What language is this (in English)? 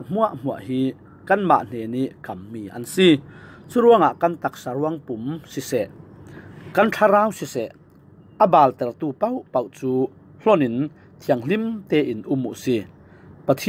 Falam Chin